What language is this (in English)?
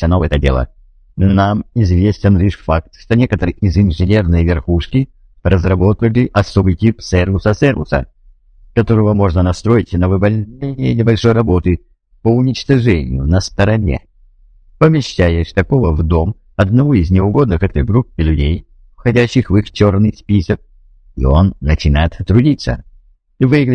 Russian